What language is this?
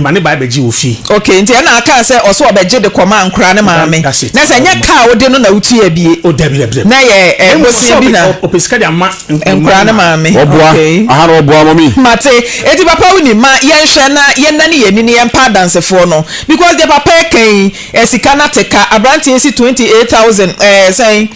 Akan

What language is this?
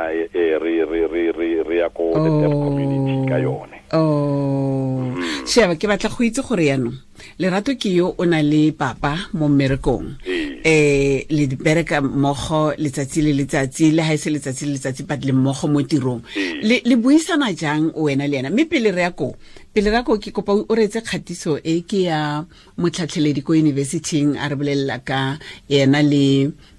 Tswana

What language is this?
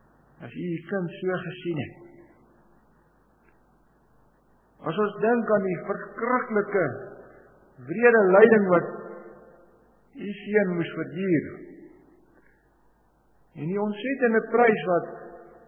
Afrikaans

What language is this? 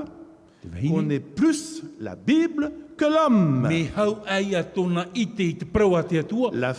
Tahitian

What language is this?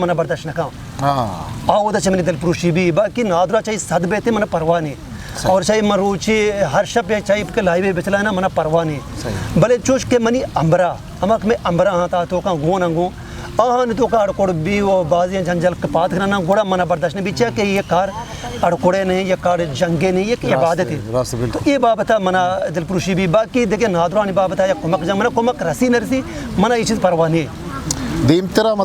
Eastern Balochi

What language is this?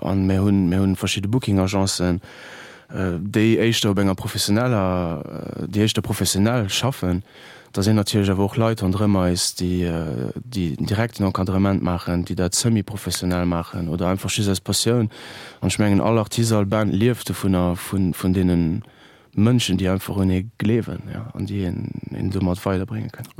Luxembourgish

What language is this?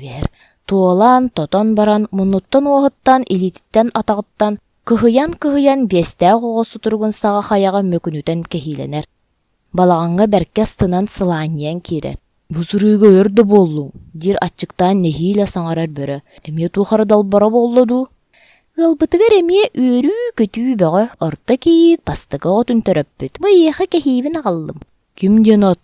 Yakut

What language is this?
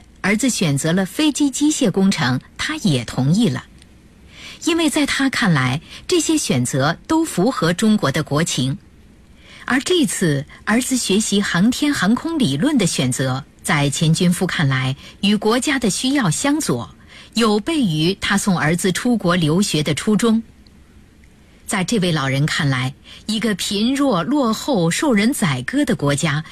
Chinese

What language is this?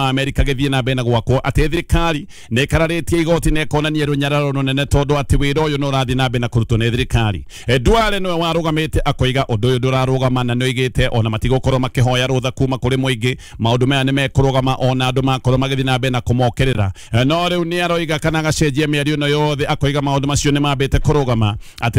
Kikuyu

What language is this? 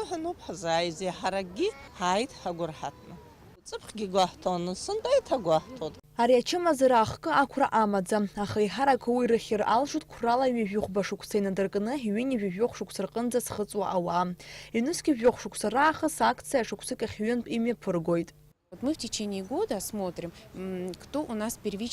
Abkhazian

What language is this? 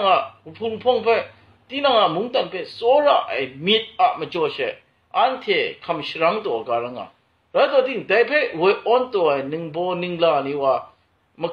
Kachin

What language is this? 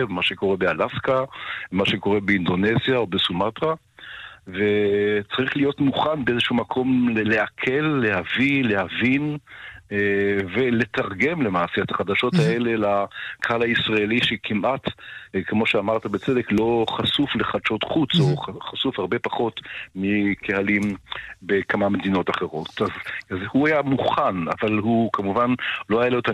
Hebrew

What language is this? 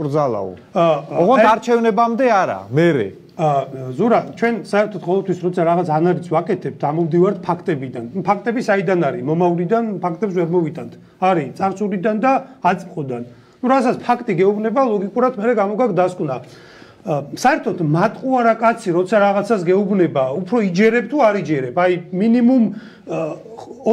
Georgian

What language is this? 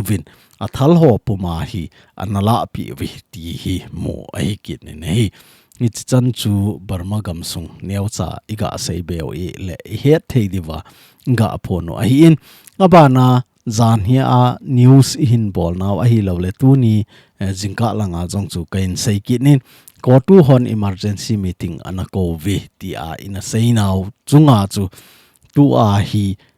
Thado Chin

